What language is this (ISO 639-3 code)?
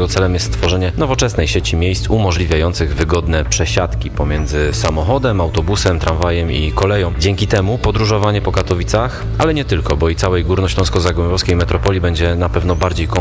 pol